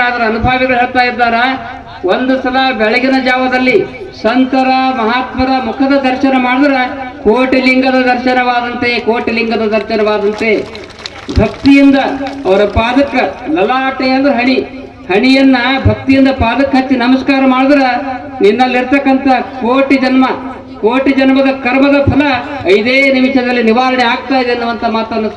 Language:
Kannada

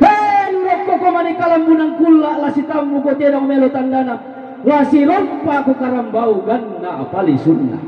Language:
Toraja-Sa'dan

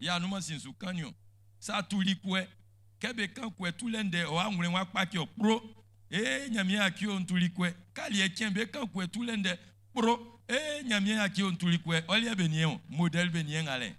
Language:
Baoulé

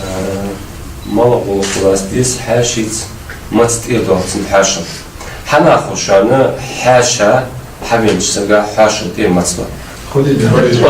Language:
Ingush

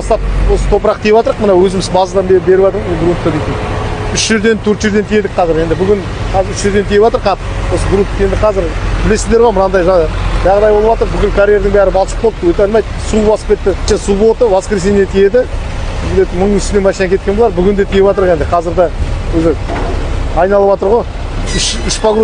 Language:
Kazakh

